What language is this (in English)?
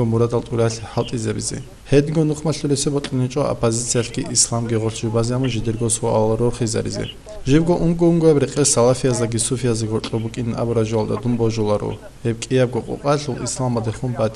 Avaric